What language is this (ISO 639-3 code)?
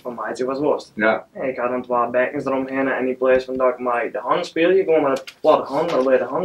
fry